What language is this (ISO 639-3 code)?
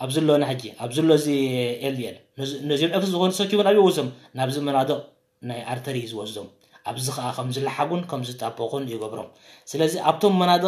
tir